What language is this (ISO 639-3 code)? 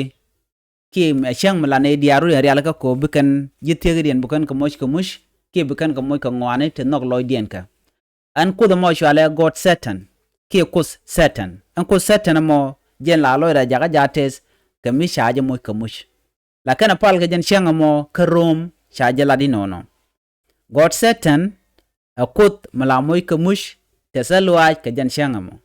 nus